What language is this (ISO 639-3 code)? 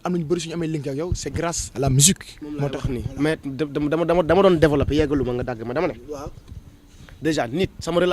wol